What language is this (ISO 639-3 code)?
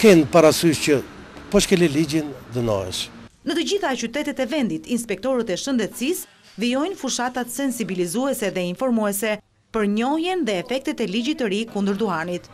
sqi